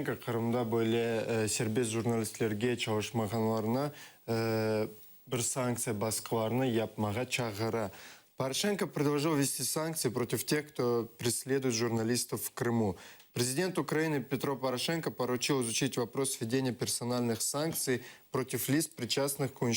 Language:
Crimean Tatar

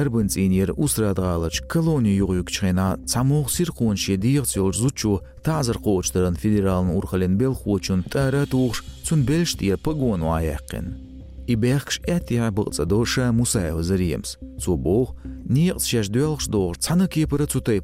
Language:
Chechen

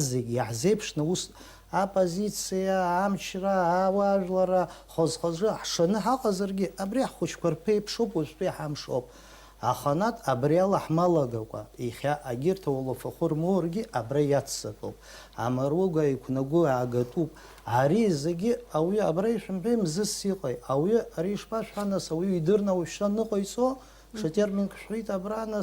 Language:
Abkhazian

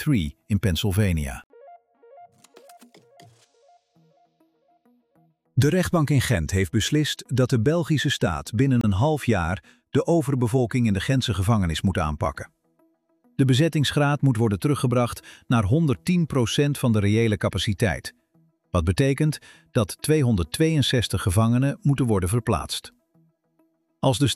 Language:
Dutch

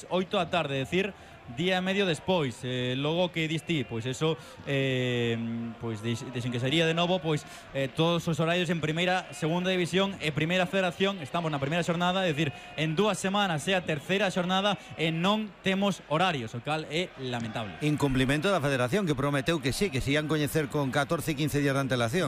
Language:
Galician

